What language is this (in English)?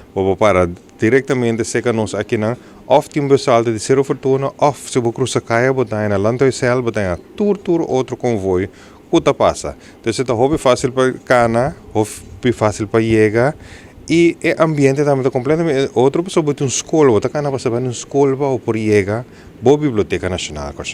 Papiamento